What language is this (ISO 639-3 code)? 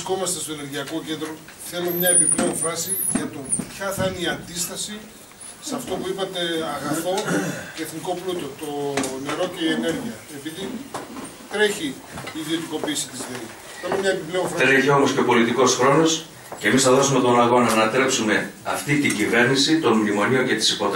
ell